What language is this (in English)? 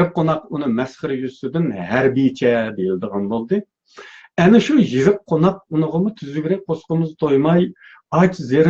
Uyghur